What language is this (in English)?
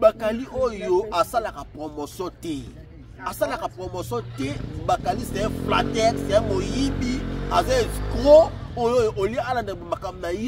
Lingala